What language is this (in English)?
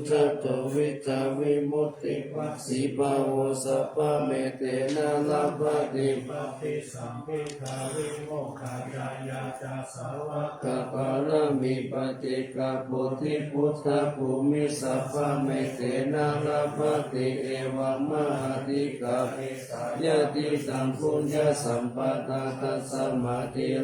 Pali